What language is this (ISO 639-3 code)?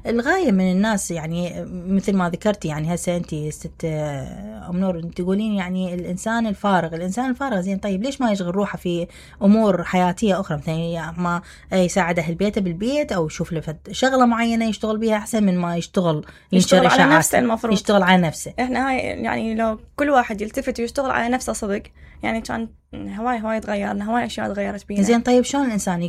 acm